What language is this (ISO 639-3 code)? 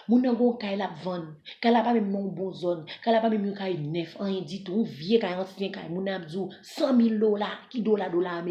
hat